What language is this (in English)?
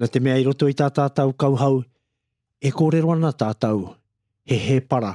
Māori